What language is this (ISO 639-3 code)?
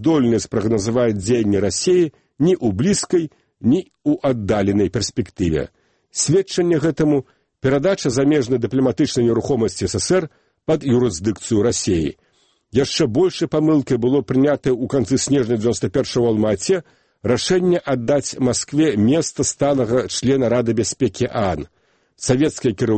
bel